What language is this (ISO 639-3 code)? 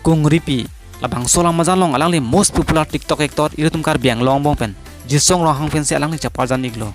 mjw